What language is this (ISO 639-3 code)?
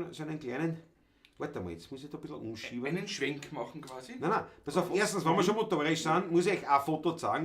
bar